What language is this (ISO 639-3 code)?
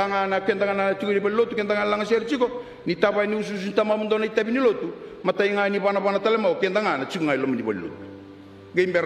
fij